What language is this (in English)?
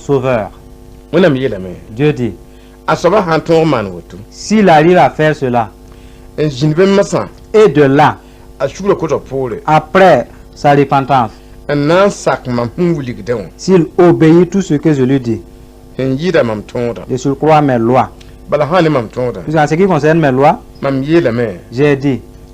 Mossi